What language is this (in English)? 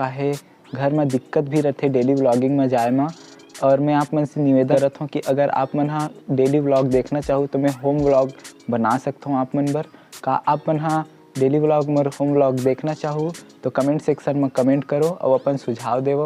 Chhattisgarhi